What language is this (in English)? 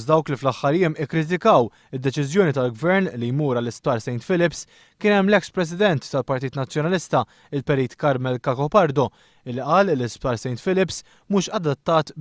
Maltese